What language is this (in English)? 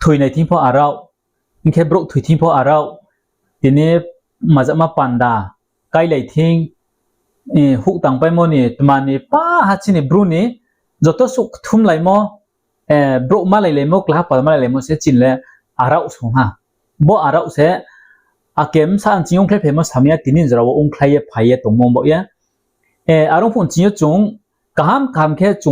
Riang (India)